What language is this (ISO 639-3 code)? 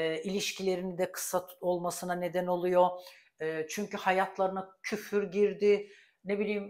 tur